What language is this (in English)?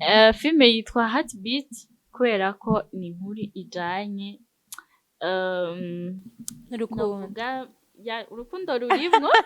Rundi